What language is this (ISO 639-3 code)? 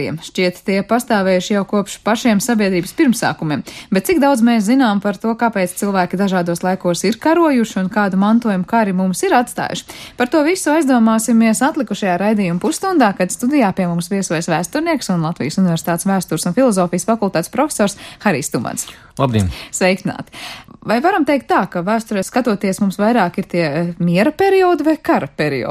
lav